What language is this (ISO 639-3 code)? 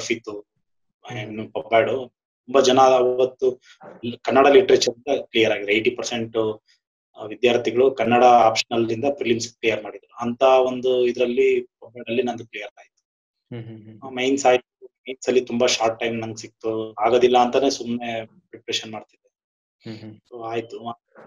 kan